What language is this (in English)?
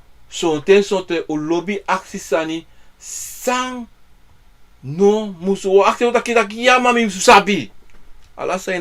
Sranan Tongo